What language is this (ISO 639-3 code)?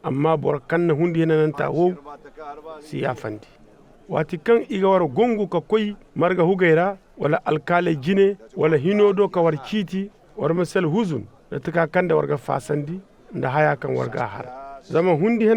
dje